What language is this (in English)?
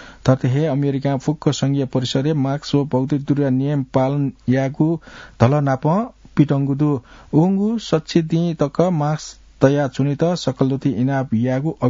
Newari